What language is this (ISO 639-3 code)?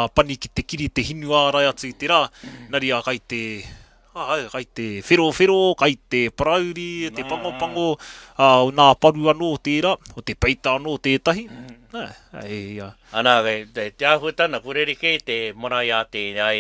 mri